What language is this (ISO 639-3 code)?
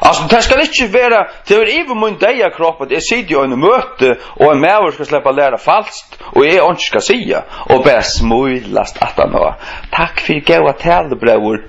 fao